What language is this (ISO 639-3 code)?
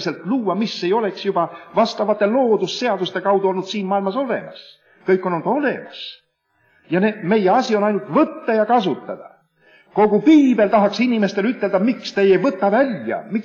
est